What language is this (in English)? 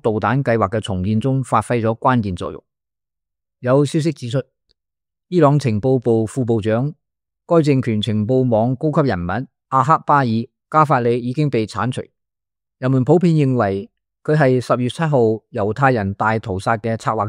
Cantonese